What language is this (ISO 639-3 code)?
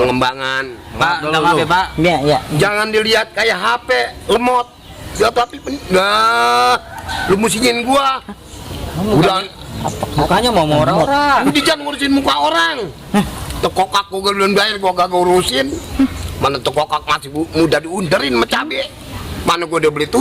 bew